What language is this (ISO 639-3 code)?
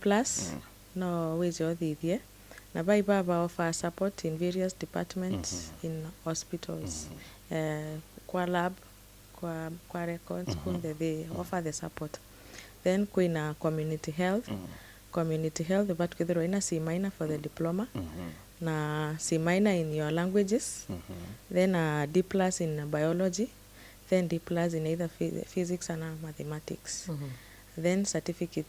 mer